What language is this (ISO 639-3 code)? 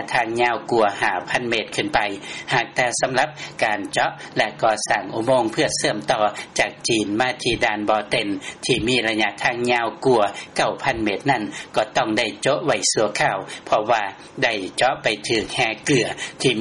lao